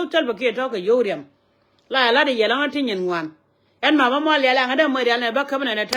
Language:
Nuer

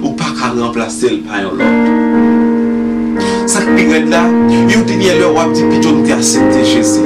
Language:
Haitian Creole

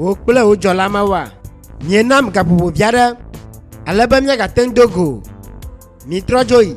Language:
Ewe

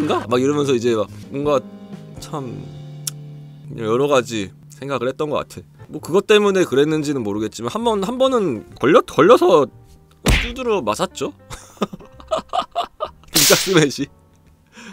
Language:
Korean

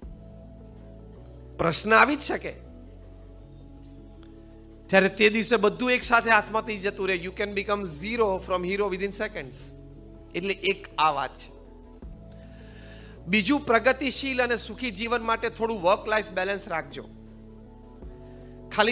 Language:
Gujarati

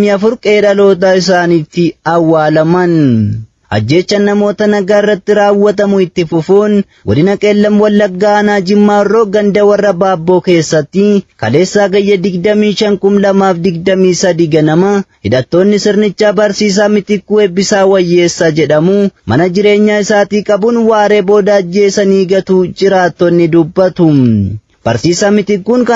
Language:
Oromo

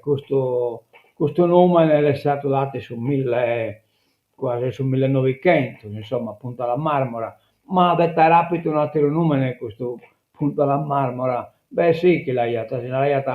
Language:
Sardinian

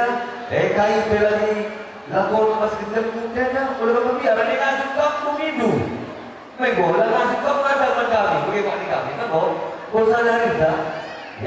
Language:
Batak Karo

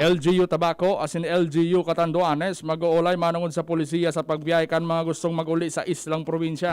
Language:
Bikol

